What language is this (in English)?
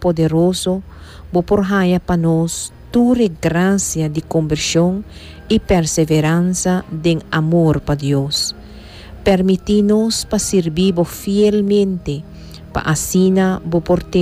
Papiamento